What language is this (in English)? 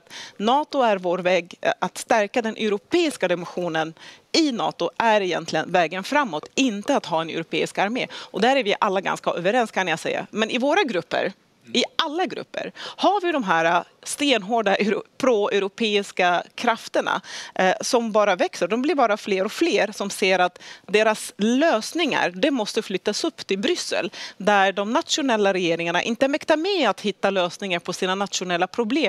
Swedish